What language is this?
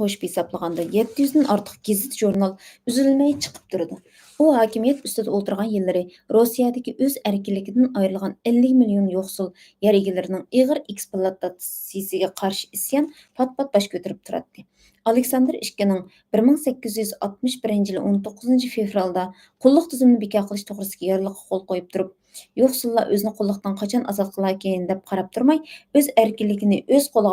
Uyghur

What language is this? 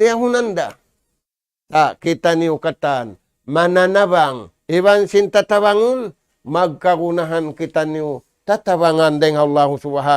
Tausug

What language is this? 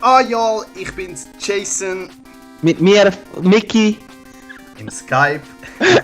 Swiss German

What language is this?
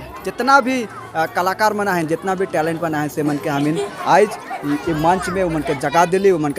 Sadri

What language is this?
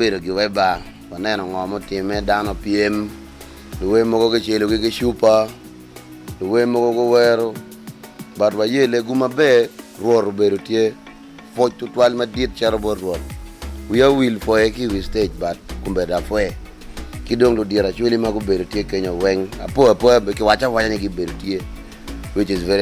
Acoli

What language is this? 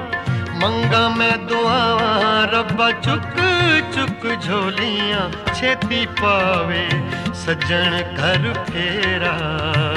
Punjabi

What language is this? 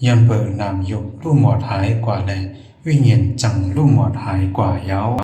Shan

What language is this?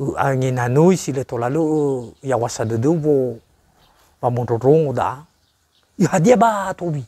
Nias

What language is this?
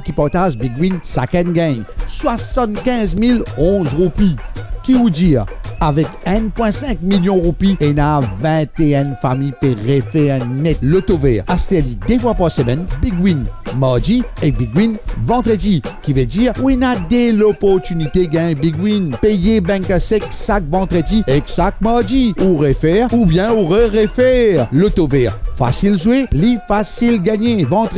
Morisyen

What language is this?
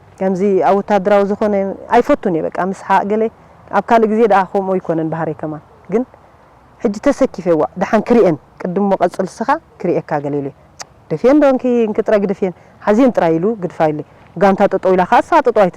Tigrinya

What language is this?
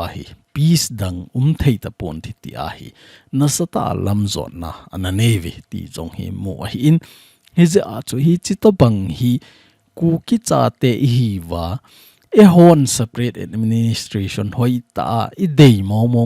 Thado Chin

